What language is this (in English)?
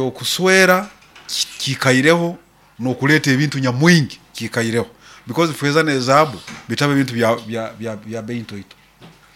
Nyoro